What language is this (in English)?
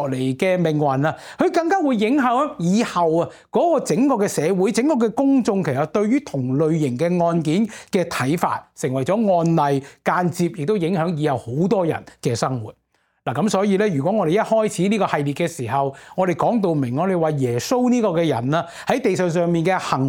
Cantonese